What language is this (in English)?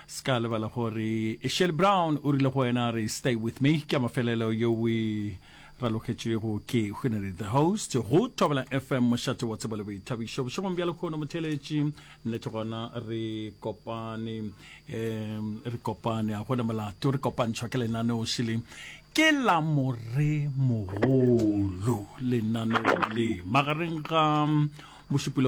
Northern Sotho